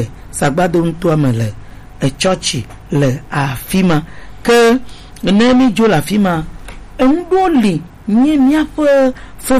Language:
Gen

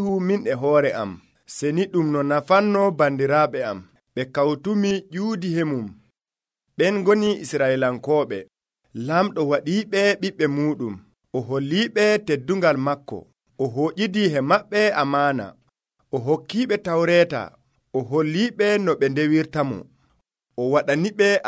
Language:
Nigerian Fulfulde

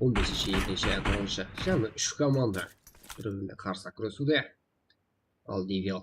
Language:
Kara-Kalpak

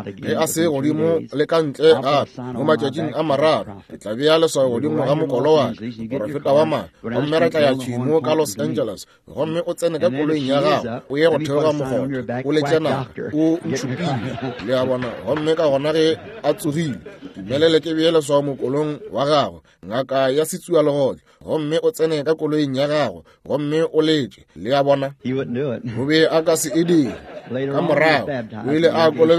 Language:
Northern Sotho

